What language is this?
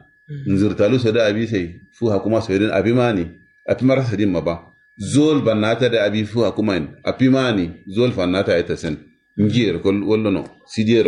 Kanuri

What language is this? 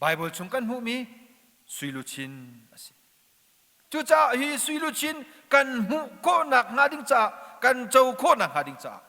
Hakha Chin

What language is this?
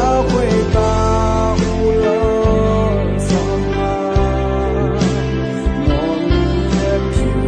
Akha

